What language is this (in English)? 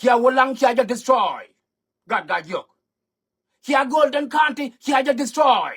Nuer